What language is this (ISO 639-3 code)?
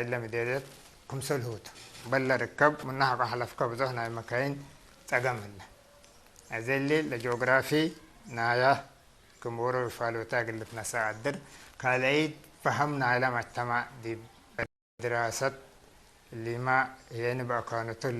tig